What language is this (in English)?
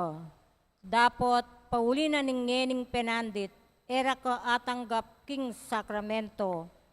Pampanga